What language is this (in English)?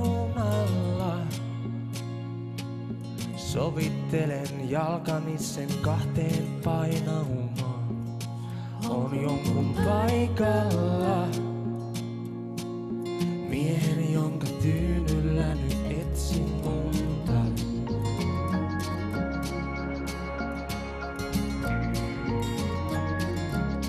Finnish